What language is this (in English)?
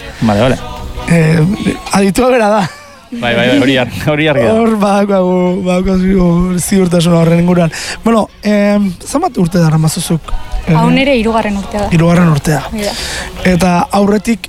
Basque